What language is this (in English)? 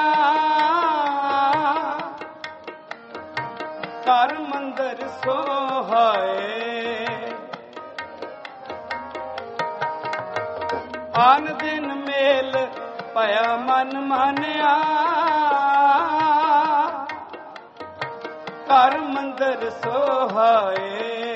Punjabi